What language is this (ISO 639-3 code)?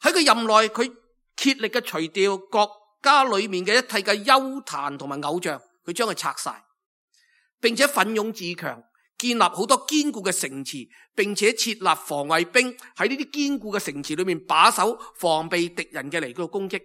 yue